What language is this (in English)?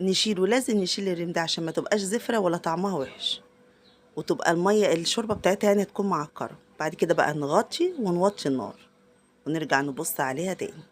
Egyptian Arabic